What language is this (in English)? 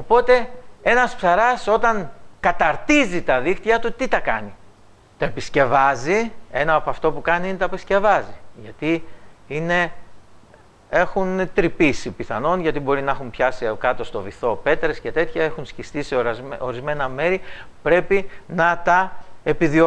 Greek